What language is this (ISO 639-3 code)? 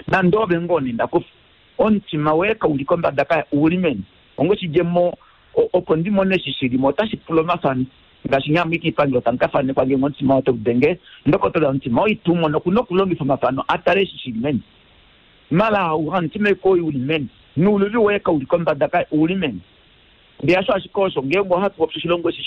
kua